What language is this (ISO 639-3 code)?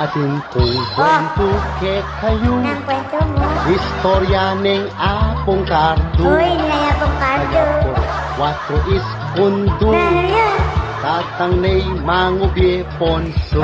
pam